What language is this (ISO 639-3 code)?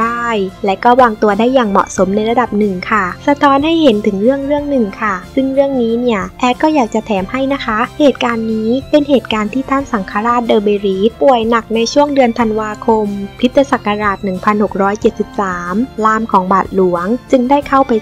tha